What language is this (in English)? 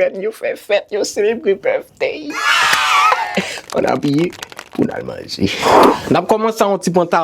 Haitian Creole